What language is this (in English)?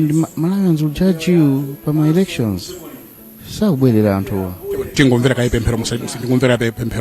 Nyanja